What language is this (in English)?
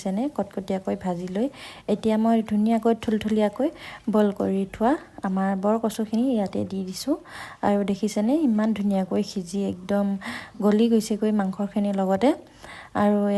Assamese